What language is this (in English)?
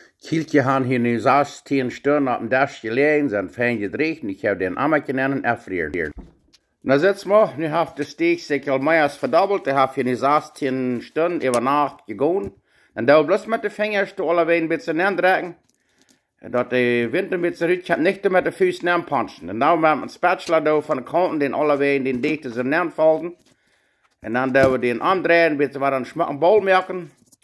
Plautdietsch